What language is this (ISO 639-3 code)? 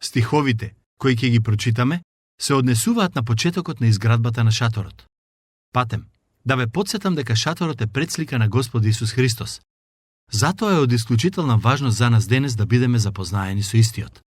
mkd